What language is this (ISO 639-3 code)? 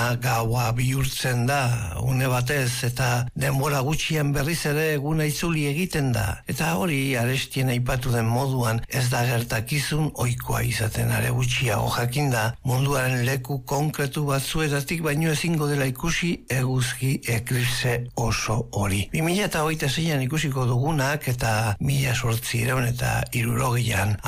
eus